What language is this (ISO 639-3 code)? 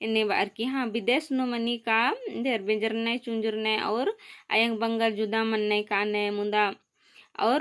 kru